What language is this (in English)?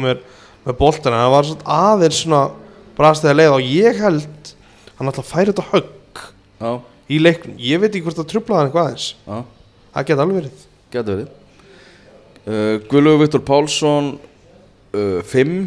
Icelandic